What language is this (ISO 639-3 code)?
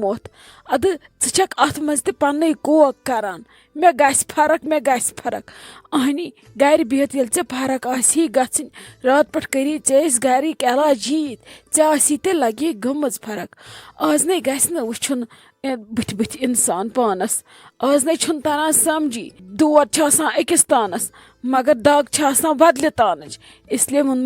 kas